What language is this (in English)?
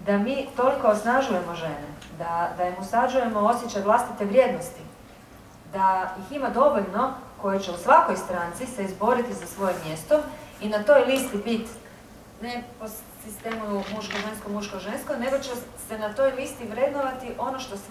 Croatian